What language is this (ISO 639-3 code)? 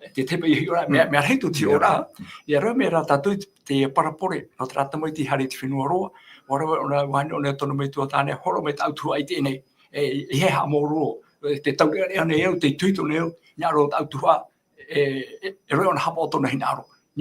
tah